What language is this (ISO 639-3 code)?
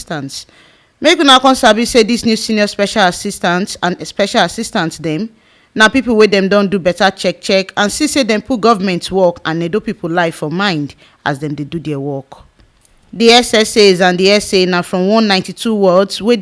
pcm